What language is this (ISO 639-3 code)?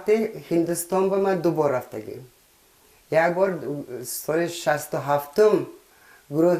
tgk